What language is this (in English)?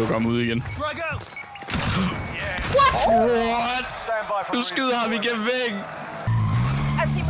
Danish